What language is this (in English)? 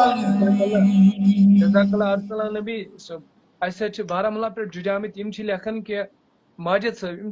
Kashmiri